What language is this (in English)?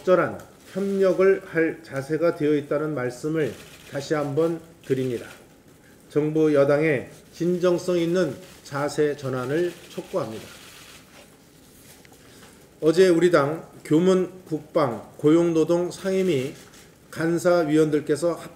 Korean